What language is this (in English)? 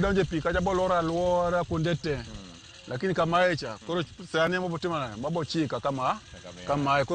Luo (Kenya and Tanzania)